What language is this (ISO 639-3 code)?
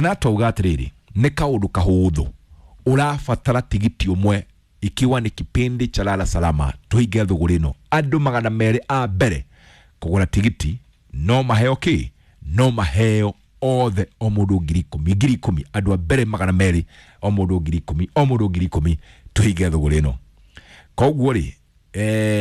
kik